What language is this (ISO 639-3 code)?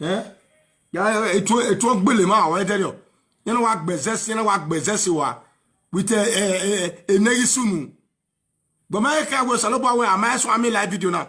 pcm